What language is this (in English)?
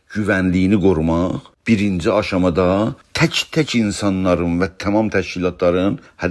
South Azerbaijani